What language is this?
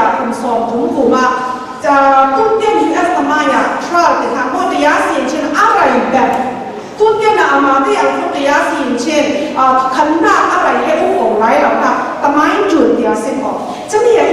Falam Chin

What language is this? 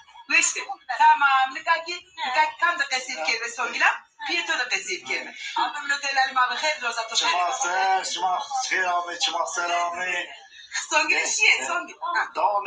Zaza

